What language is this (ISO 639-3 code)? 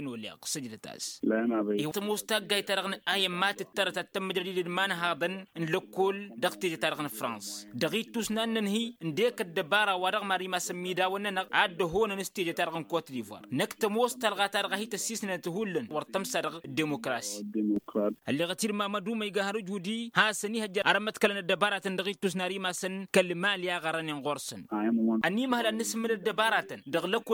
taq